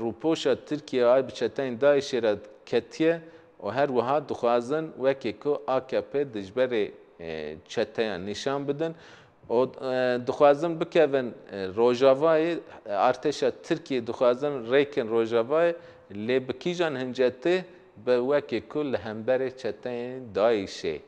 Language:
Kurdish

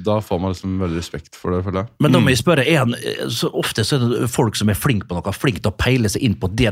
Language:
Norwegian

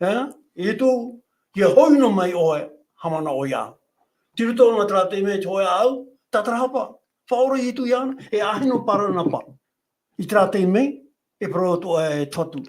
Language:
Tahitian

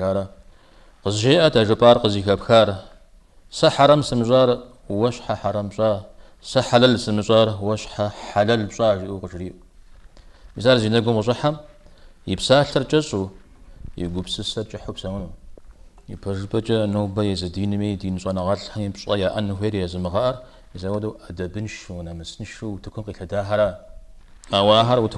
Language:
Kabardian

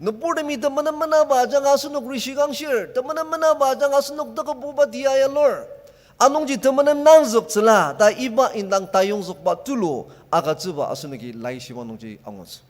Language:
Ao Naga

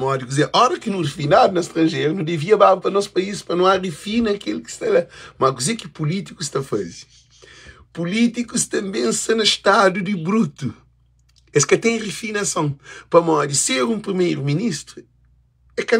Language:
Kabuverdianu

